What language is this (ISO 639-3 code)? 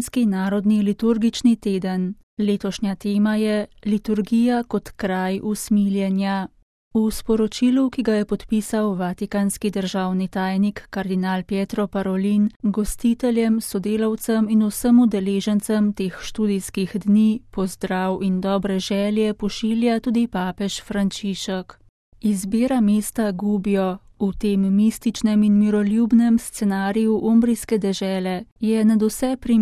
slv